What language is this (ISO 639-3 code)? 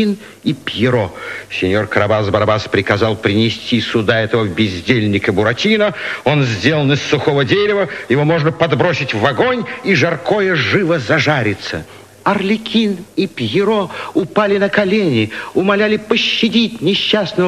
rus